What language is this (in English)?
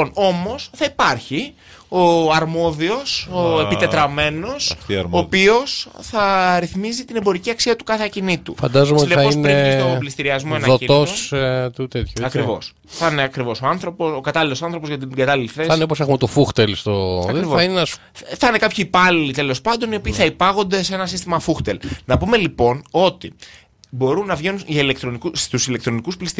Greek